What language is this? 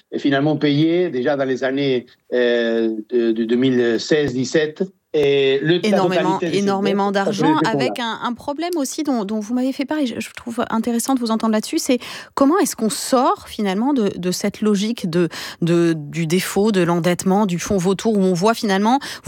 French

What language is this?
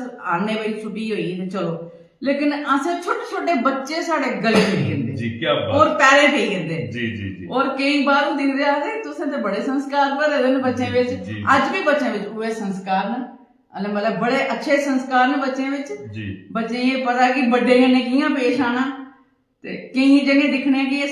Dogri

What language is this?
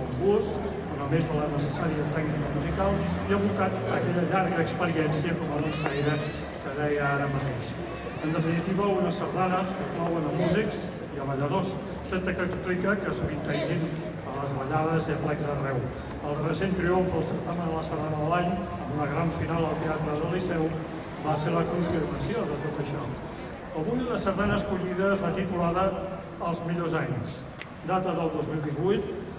Catalan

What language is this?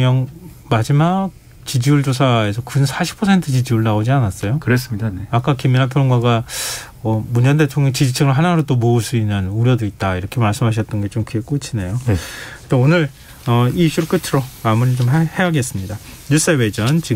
Korean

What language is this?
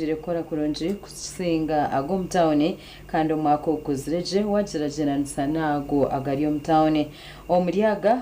Nyankole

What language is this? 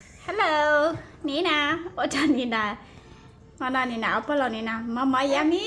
Hmong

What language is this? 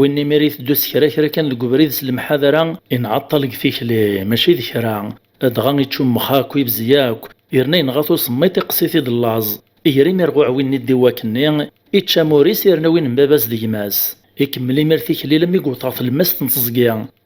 Kabyle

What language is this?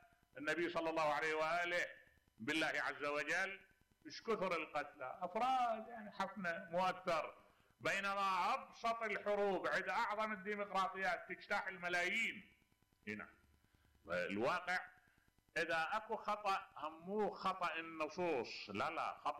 Mesopotamian Arabic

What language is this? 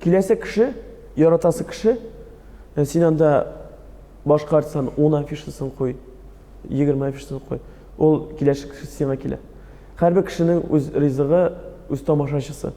Tatar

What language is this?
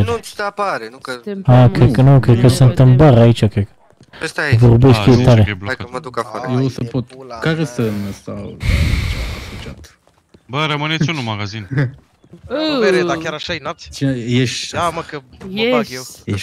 Romanian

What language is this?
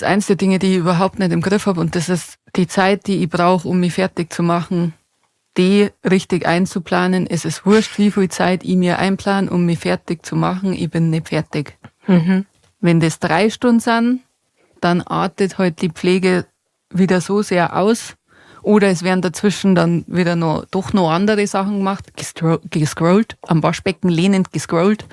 Bavarian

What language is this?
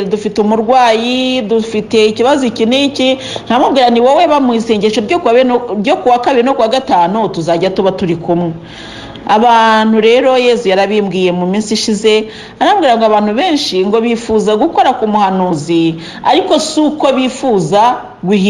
Kinyarwanda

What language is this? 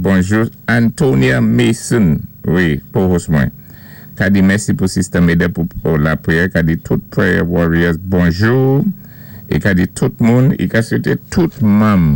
Saint Lucian Creole French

